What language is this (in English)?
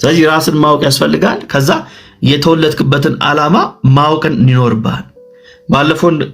Amharic